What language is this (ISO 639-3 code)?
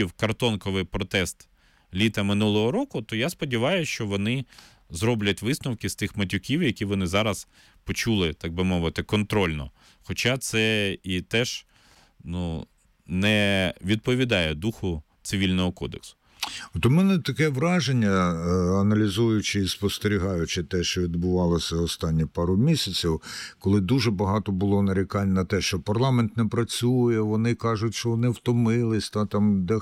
ukr